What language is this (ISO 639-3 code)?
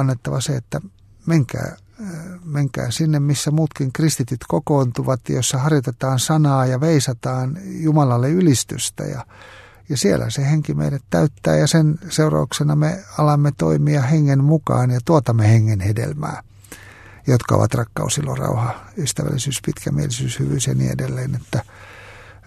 fin